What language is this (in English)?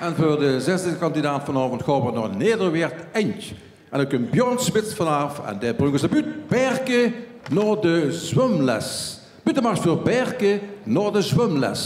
Limburgish